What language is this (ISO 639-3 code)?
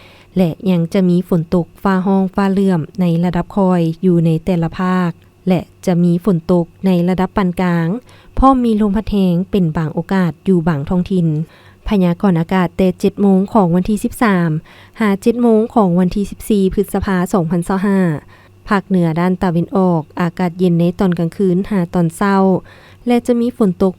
lao